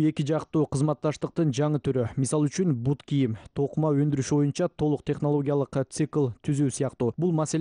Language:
Kyrgyz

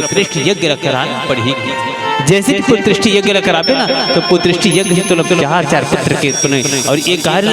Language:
Chhattisgarhi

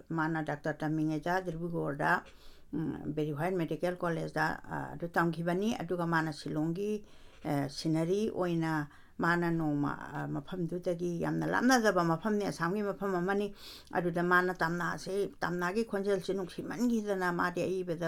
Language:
Manipuri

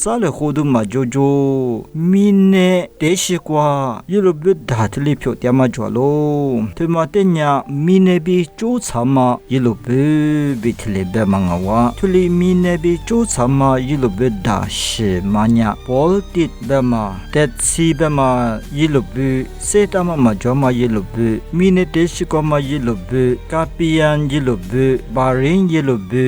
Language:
Lisu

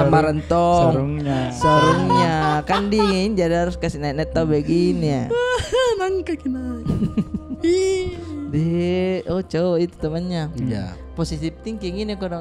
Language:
Makassar Malay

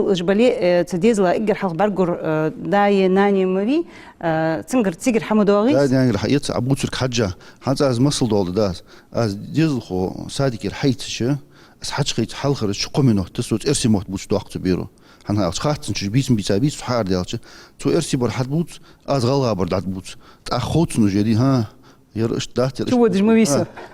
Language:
Ingush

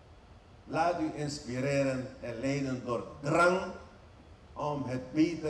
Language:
Dutch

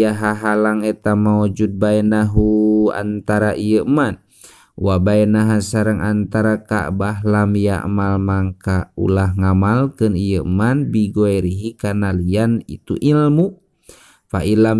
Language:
Sundanese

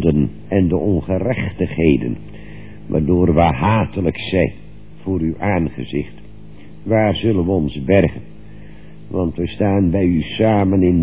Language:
Dutch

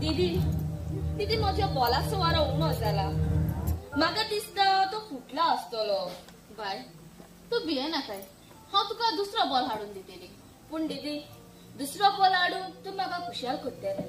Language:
Konkani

